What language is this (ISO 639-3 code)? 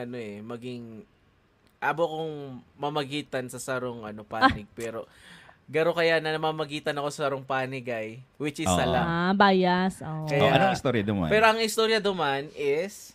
bik